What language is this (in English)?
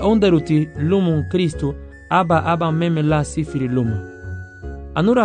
Garifuna